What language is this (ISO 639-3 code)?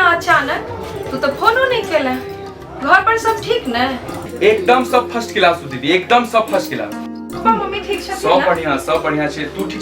mai